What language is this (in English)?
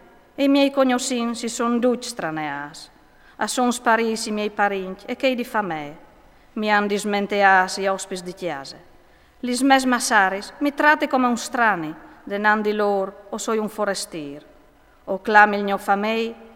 Friulian